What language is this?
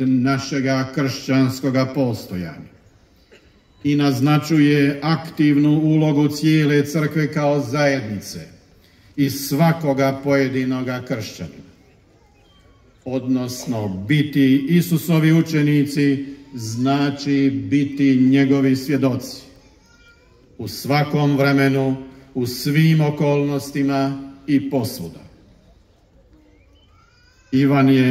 Croatian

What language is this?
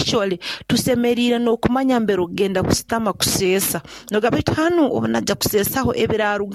Nyoro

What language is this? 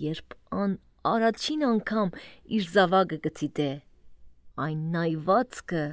Armenian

